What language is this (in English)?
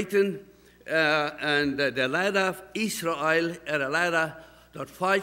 Plautdietsch